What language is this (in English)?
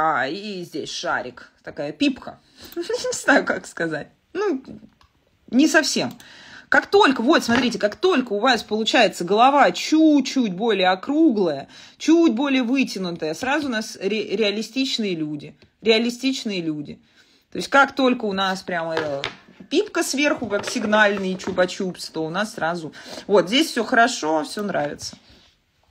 Russian